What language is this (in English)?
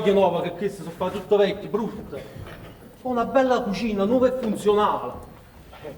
Neapolitan